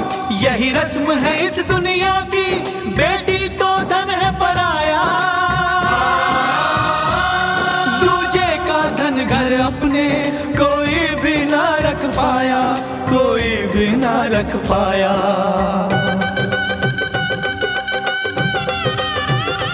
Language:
Hindi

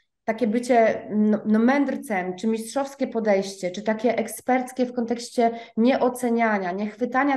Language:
Polish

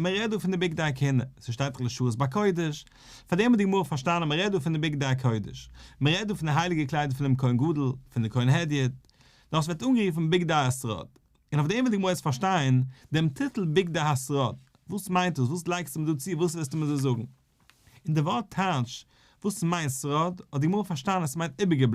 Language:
Yiddish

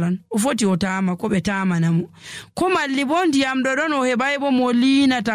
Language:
Nigerian Fulfulde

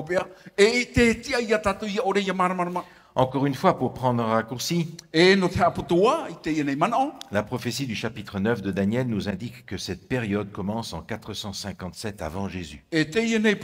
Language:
Tahitian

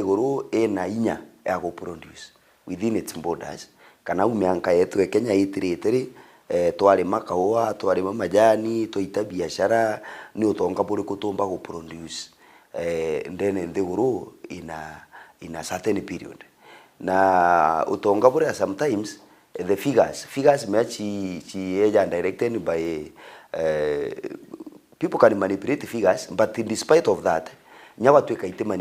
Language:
Meru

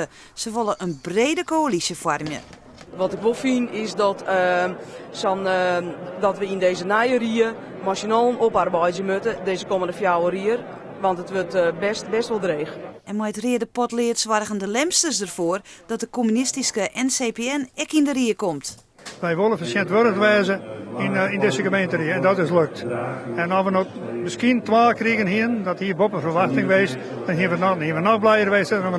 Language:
Western Frisian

